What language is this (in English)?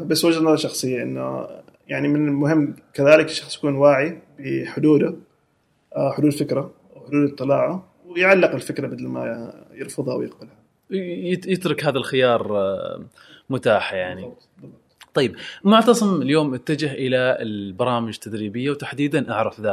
Gulf Arabic